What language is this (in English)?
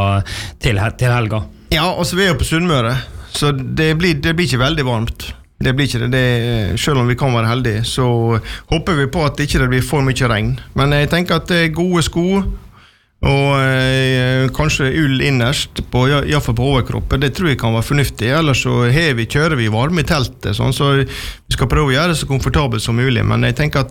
Norwegian